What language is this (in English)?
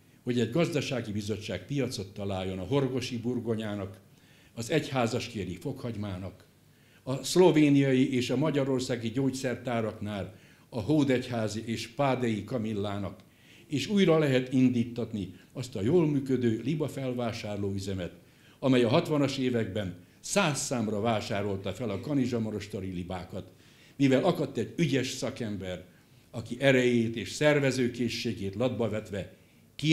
Hungarian